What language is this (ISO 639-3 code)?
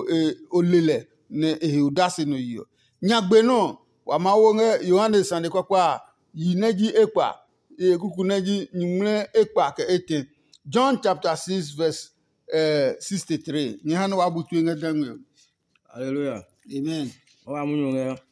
ada